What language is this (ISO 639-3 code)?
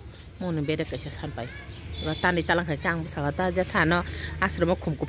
trp